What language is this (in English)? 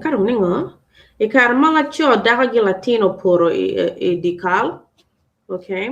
Acoli